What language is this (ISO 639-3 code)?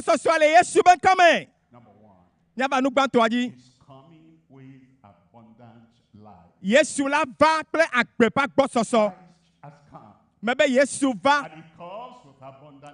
ewe